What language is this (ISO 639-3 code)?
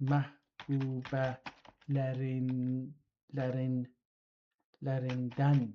azb